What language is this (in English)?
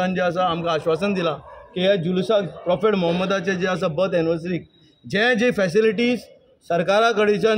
Konkani